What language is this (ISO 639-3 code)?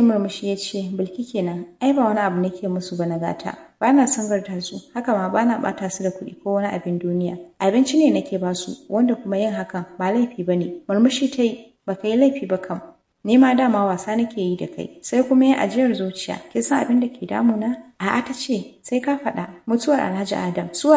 hau